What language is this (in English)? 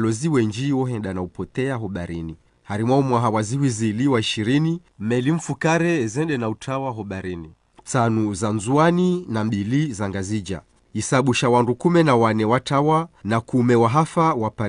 Ngazidja Comorian